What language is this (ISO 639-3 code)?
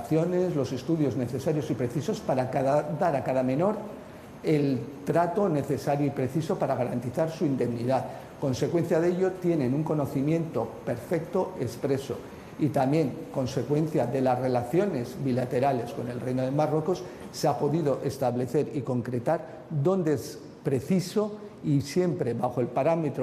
spa